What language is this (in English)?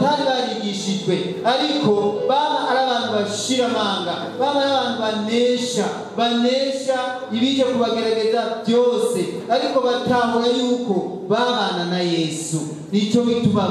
Rundi